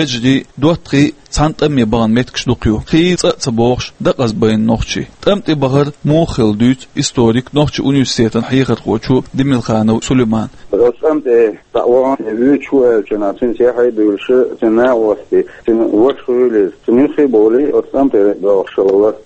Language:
Chechen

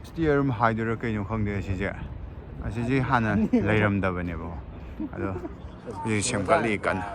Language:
Manipuri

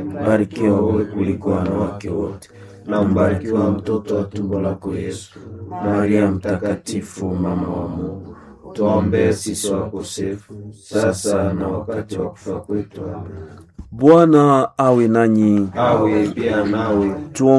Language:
Swahili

